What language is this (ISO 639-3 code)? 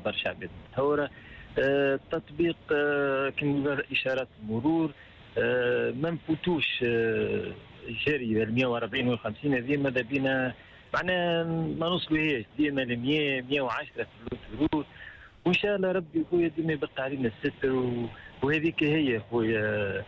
aeb